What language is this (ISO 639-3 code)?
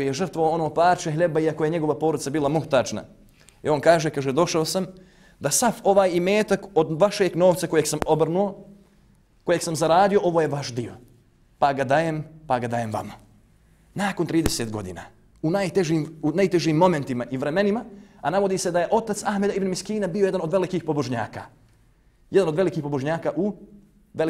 bos